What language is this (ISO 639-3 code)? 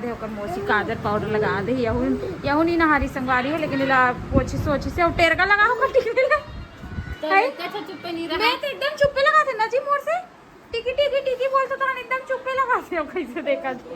hne